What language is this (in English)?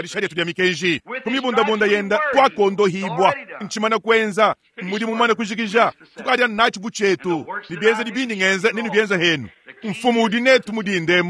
Luba-Lulua